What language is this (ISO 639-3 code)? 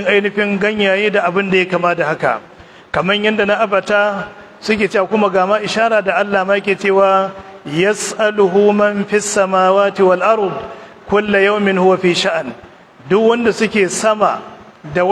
hau